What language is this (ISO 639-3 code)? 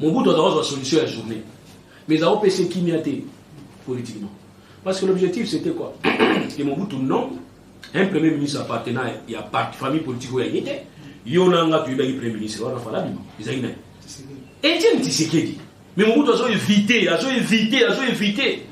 lin